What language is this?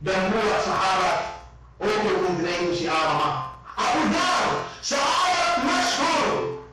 Yakan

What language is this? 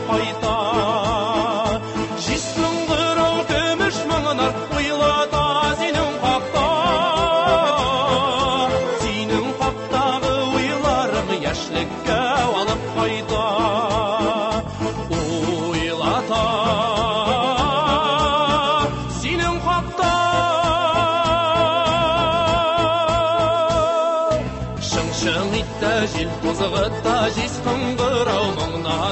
Tatar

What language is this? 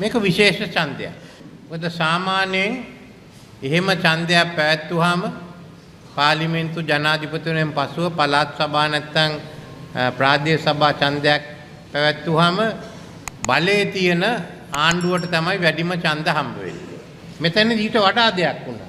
Sinhala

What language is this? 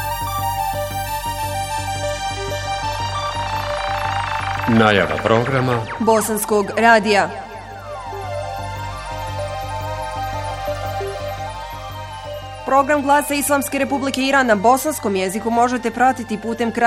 Bosnian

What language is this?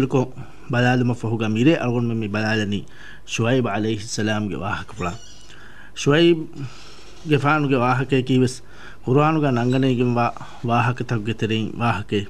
Divehi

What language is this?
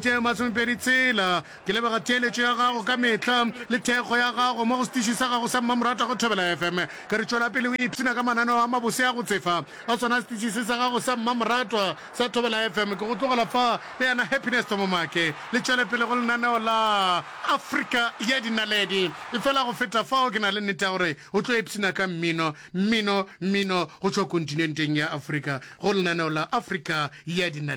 Northern Sotho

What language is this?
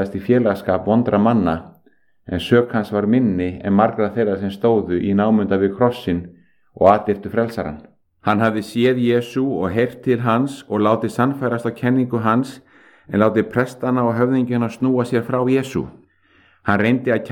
Icelandic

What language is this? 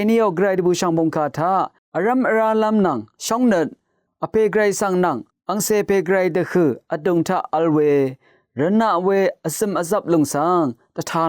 Rawang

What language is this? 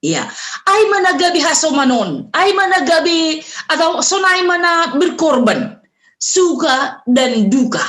Batak Simalungun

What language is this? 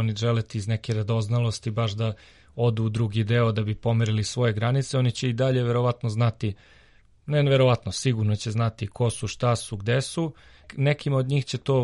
Serbian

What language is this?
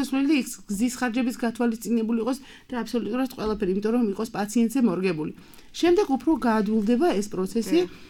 Georgian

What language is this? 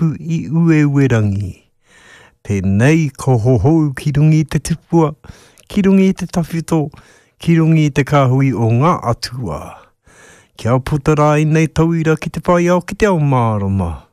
Māori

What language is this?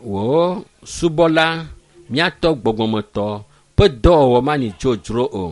Ewe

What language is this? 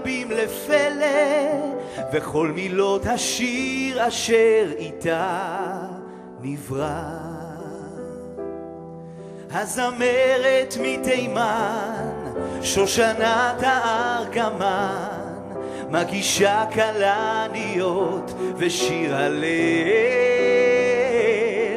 Hebrew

